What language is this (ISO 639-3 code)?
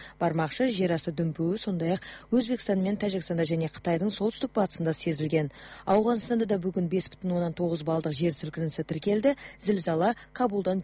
kaz